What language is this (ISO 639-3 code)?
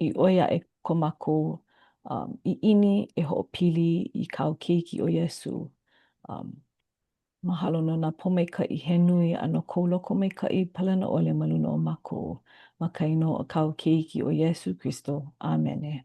haw